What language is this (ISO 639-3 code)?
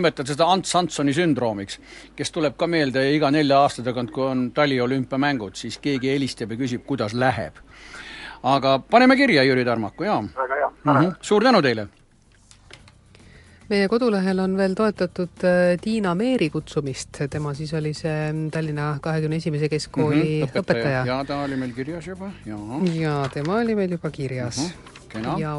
est